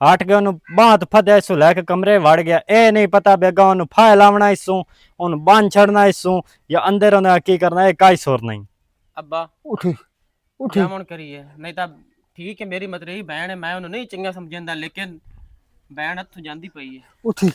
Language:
Western Panjabi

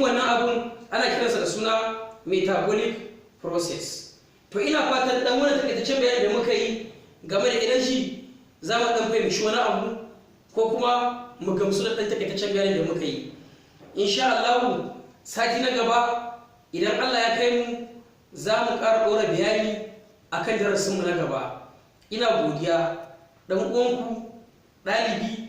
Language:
Hausa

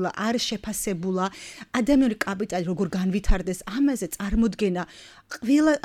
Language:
Georgian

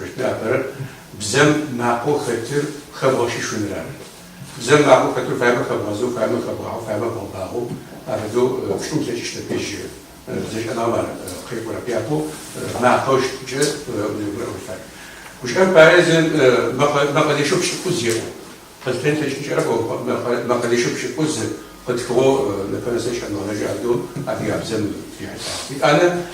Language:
Adyghe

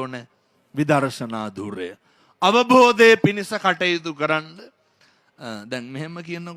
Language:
Sinhala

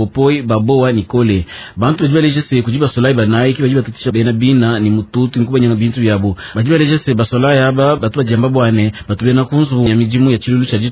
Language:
Luba-Lulua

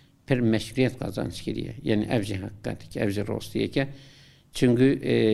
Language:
Kurdish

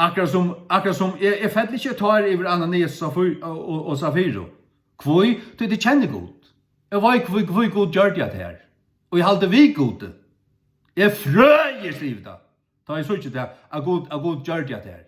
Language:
Faroese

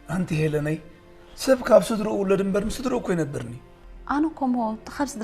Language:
Tigrinya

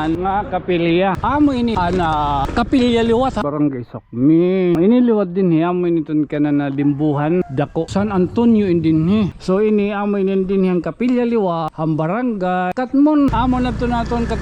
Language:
Waray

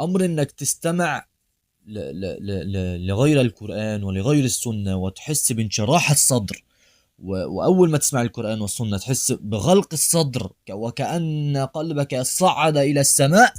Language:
Egyptian Arabic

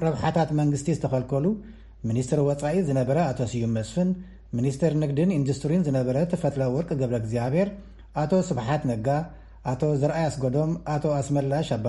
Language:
Tigrinya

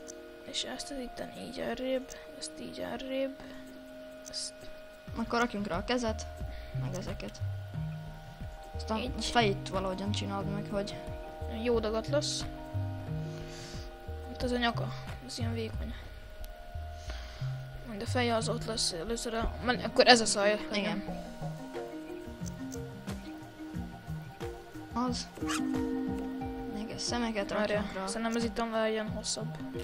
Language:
Hungarian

